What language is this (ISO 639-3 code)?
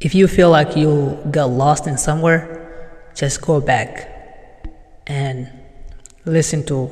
eng